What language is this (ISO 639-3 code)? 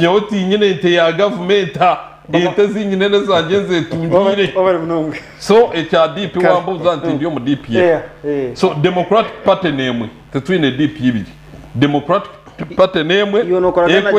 nyn